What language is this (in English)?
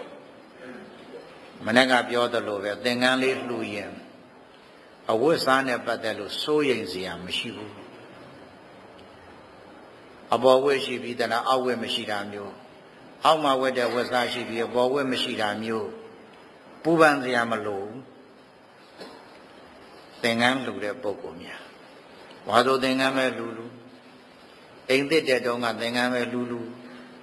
Burmese